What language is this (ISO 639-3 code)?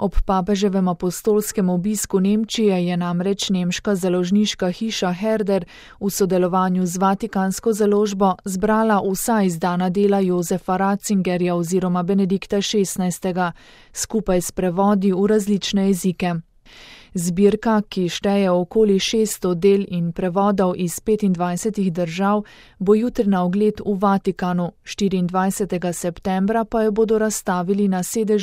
slv